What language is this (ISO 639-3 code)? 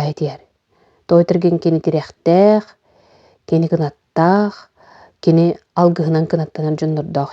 sah